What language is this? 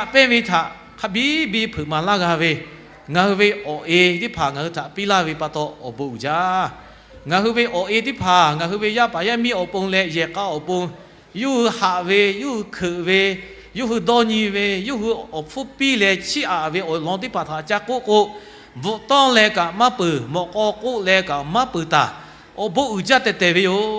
Lahu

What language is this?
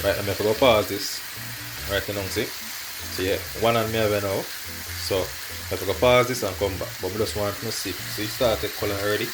Jamaican Creole English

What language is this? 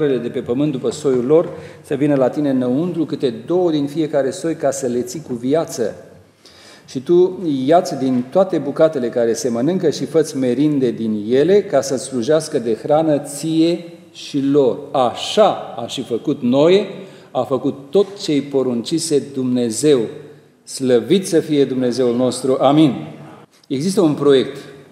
Romanian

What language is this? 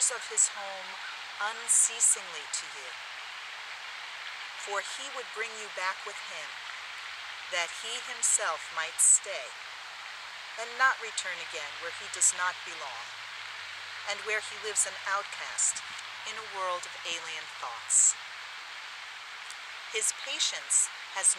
English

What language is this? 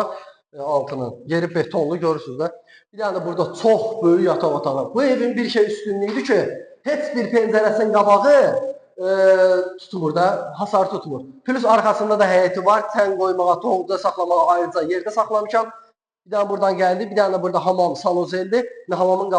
Azerbaijani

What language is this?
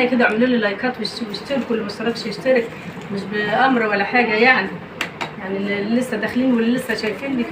Egyptian Arabic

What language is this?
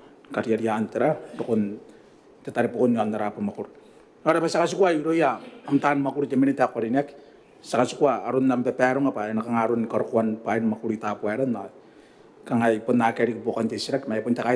Gilbertese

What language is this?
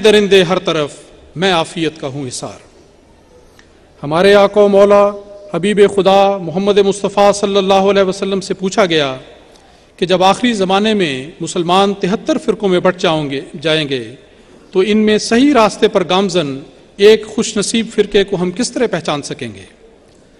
Urdu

